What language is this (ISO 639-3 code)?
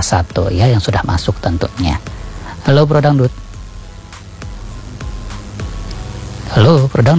ind